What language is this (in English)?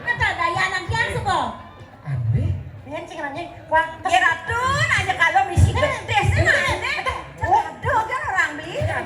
Balinese